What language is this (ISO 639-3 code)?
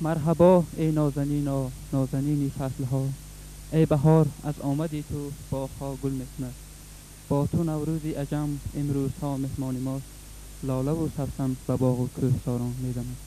tgk